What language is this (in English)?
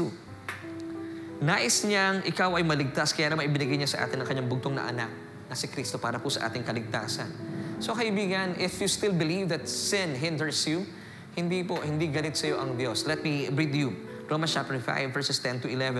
Filipino